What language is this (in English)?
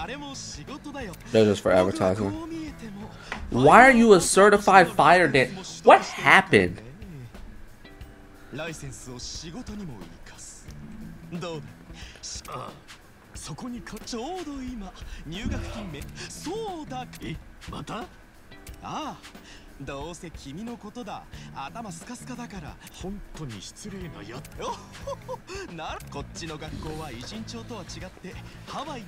Japanese